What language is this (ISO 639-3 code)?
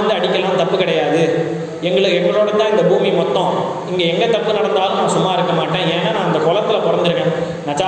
tam